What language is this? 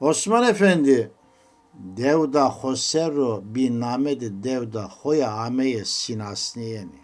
Zaza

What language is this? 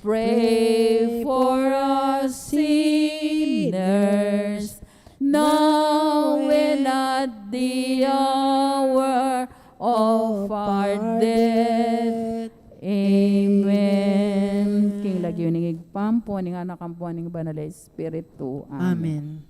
Pampanga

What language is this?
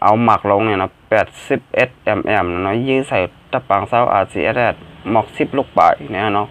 Shan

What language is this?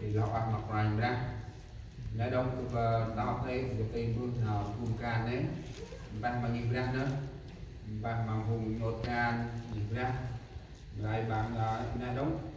Central Mnong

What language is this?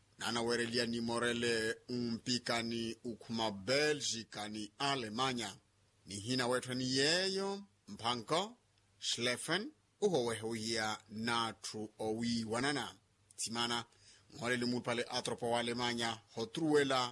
Makhuwa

